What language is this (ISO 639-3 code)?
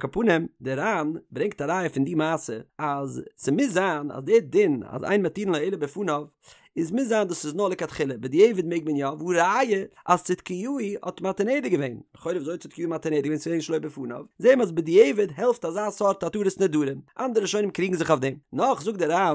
yid